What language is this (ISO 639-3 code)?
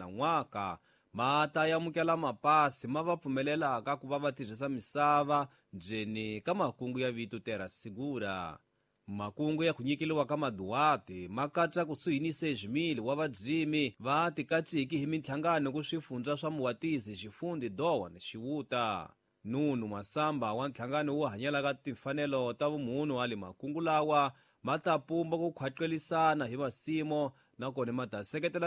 tso